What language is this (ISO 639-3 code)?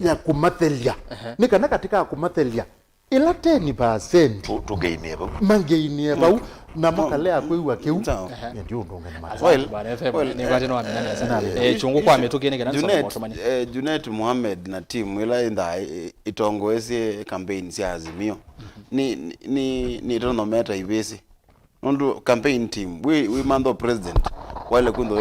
kam